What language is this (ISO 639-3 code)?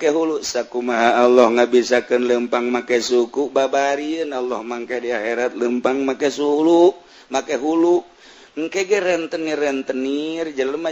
sun